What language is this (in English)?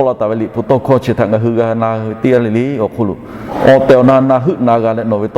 Lahu